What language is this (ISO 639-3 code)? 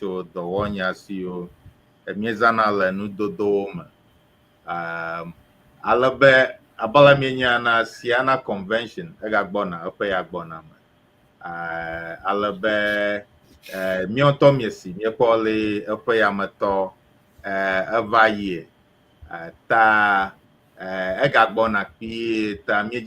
ewe